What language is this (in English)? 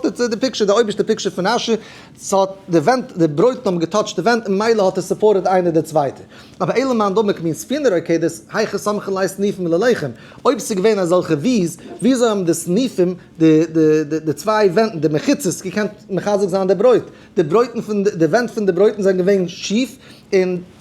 Yiddish